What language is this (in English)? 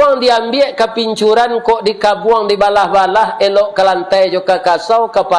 Minangkabau